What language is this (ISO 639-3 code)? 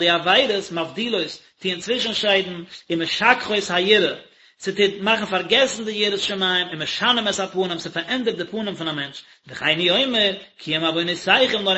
yid